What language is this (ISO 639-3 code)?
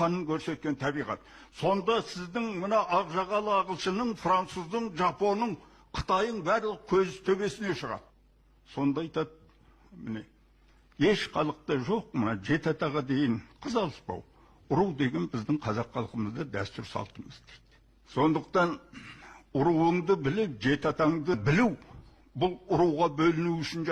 kaz